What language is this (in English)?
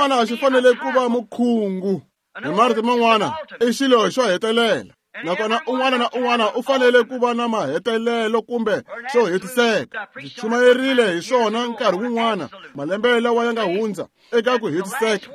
Tsonga